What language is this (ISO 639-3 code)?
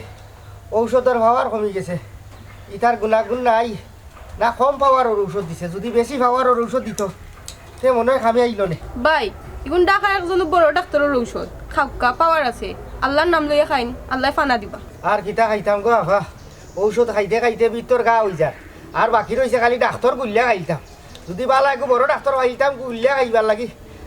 syl